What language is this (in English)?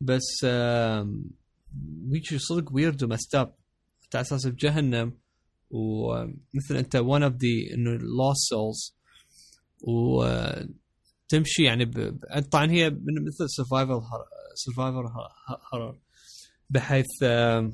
Mesopotamian Arabic